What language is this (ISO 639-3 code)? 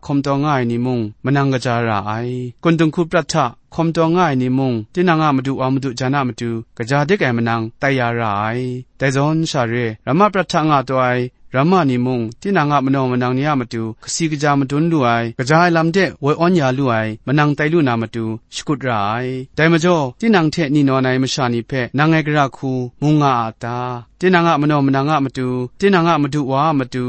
kac